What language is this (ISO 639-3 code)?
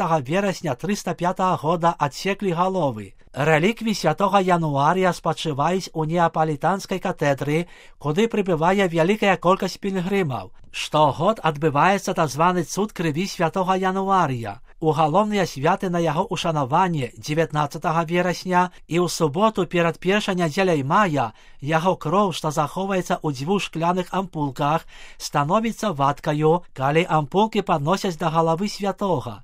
bel